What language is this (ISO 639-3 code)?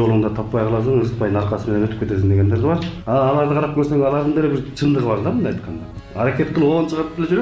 kir